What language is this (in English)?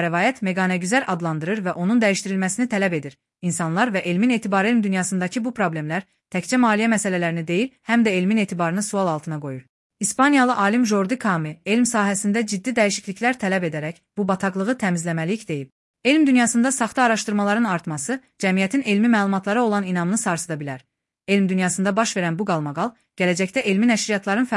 Azerbaijani